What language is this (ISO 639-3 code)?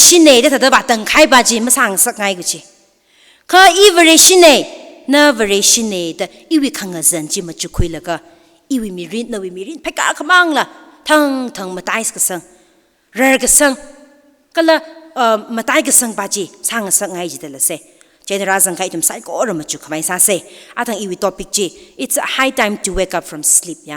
nmf